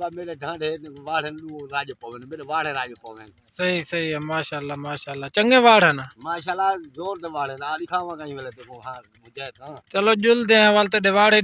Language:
Saraiki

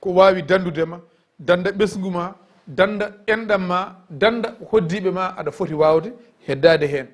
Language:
Fula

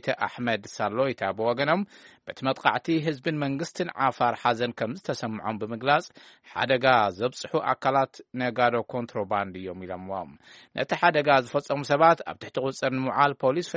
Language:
Tigrinya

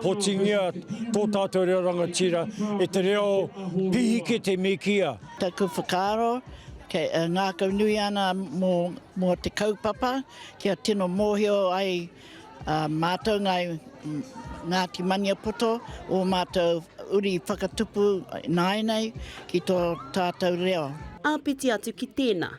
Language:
Māori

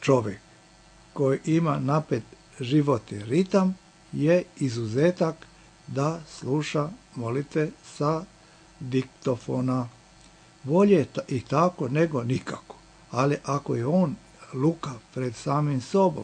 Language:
Serbian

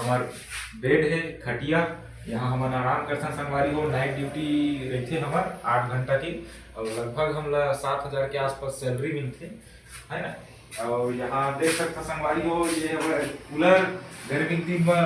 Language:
Chhattisgarhi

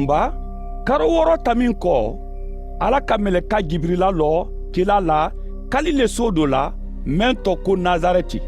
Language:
Mandingo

